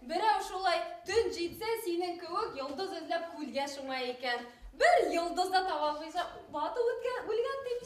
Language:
Bashkir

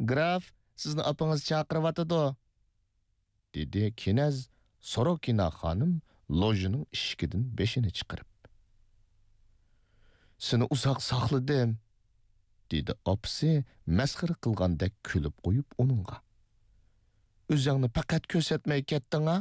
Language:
Uyghur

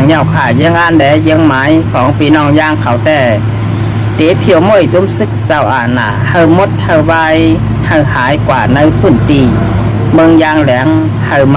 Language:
Shan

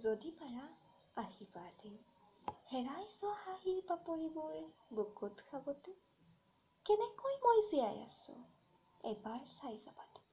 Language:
Assamese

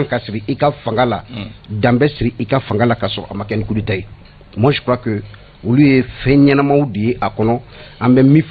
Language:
Bambara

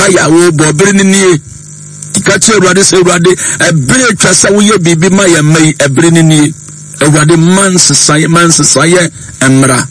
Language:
Akan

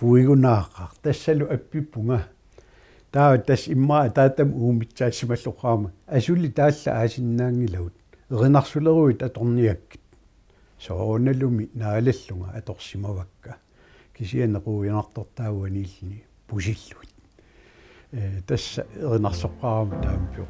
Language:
Kalaallisut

